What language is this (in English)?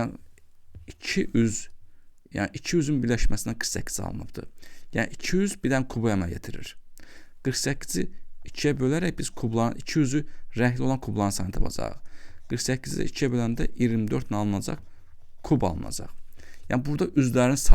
Azerbaijani